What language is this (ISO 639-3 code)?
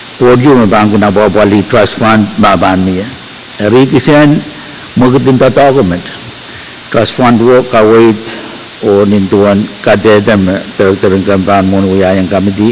pon